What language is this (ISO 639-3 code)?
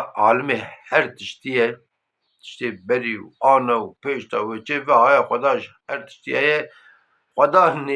kur